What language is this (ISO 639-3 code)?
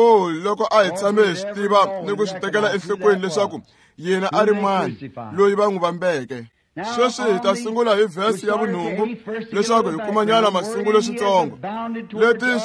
tso